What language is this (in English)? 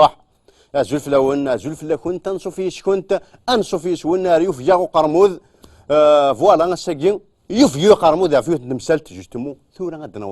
Kabyle